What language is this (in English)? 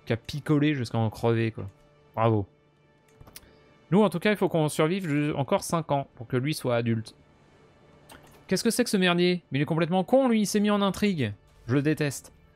French